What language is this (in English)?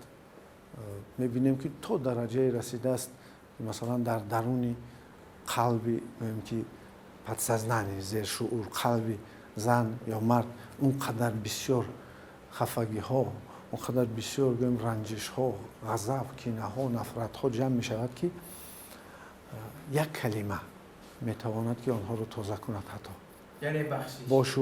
Tajik